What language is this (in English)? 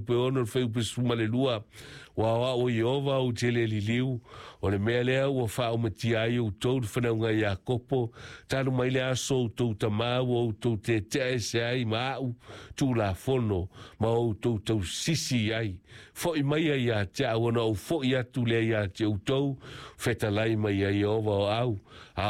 Samoan